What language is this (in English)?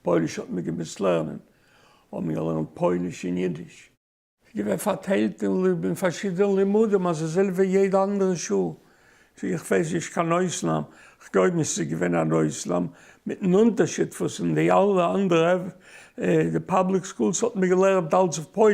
Yiddish